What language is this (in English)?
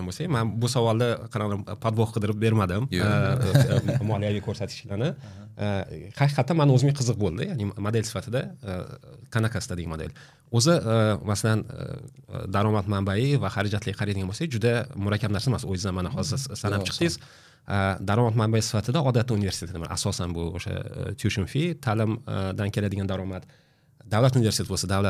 Uzbek